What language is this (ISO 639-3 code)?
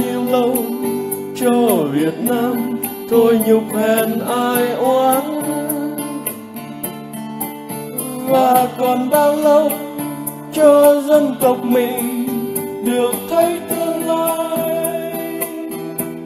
vie